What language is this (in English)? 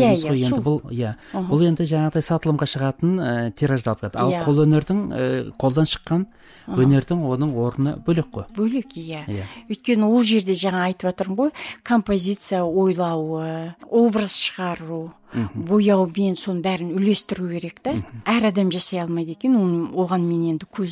Kazakh